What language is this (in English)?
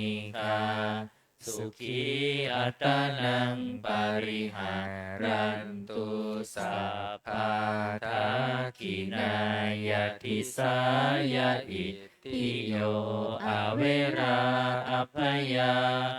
Pali